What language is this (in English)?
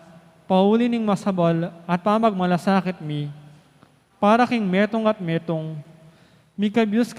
Pampanga